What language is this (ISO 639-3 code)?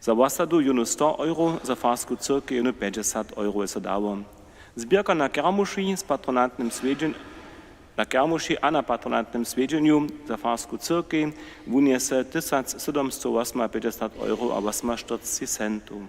hsb